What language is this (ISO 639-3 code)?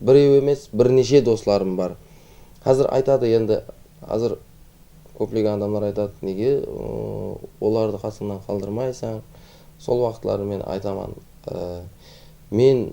kaa